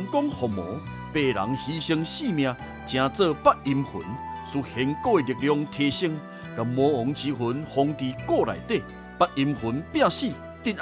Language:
Min Nan Chinese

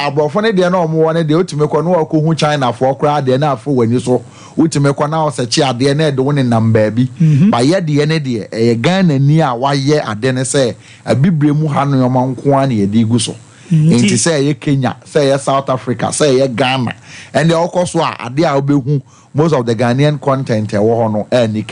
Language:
Akan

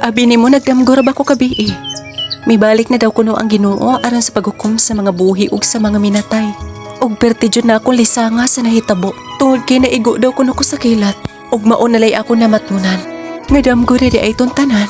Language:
Cebuano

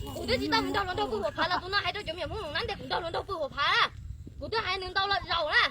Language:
Hmong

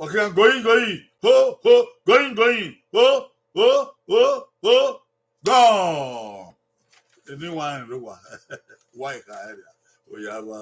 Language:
Bini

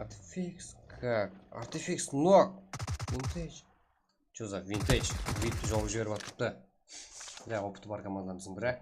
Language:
Kara-Kalpak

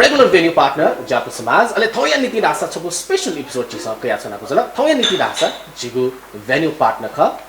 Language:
Newari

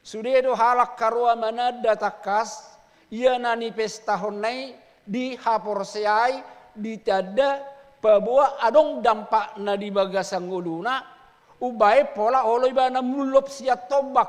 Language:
Batak Toba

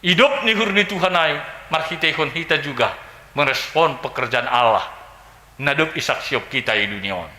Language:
Batak Simalungun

